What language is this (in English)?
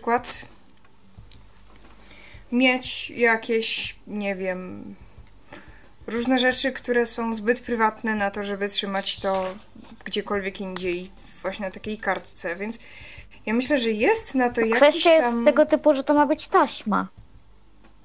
Polish